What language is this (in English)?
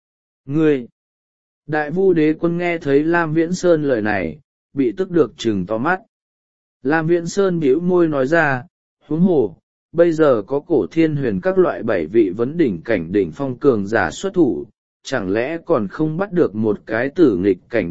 Vietnamese